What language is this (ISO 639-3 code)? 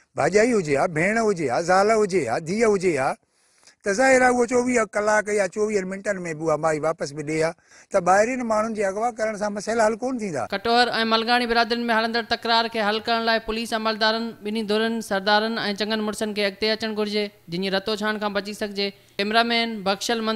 snd